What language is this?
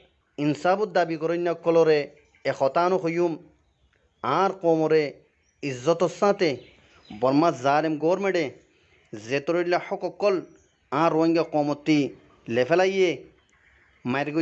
Rohingya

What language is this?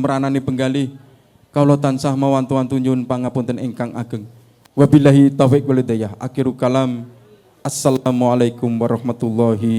Javanese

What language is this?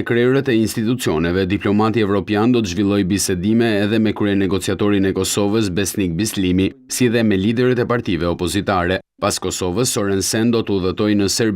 Albanian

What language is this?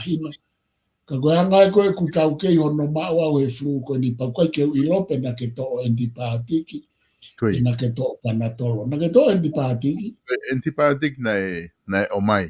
Tongan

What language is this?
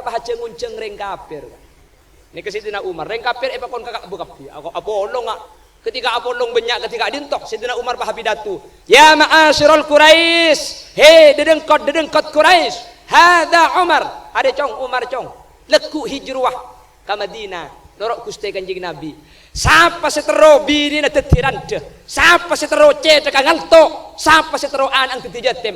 Madurese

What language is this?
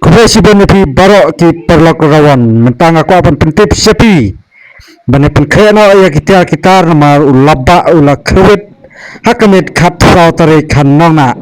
Khasi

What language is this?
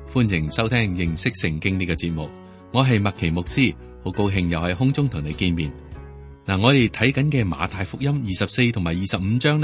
Cantonese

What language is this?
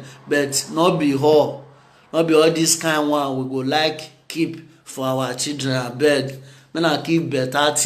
Nigerian Pidgin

